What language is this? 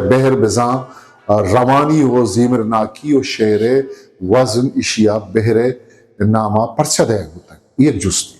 Eastern Balochi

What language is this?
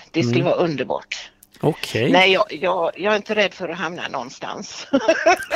Swedish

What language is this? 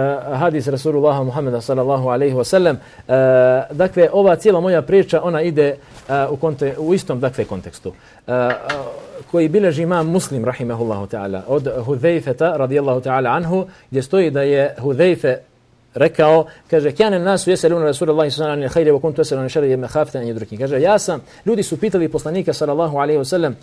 Croatian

